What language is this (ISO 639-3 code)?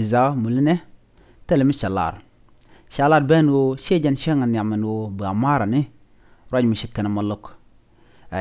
nus